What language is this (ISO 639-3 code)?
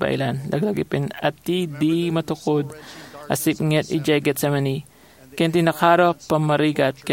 ilo